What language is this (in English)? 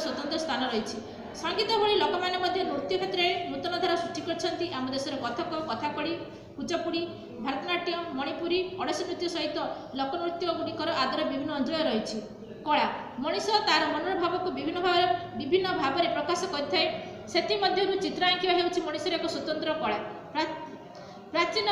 Odia